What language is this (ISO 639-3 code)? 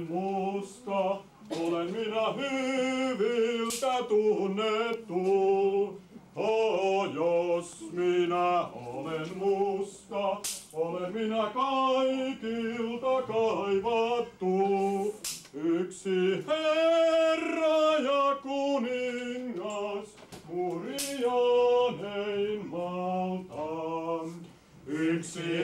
fin